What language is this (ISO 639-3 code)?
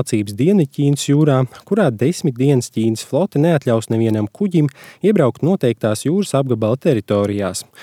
lav